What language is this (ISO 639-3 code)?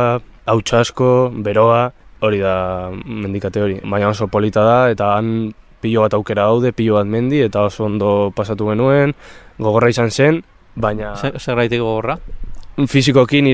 eus